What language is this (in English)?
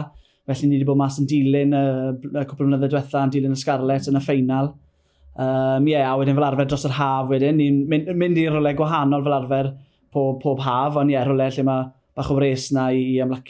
Welsh